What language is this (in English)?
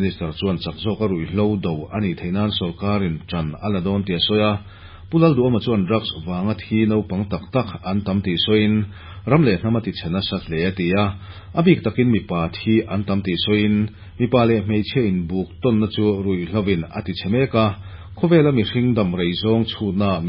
Mizo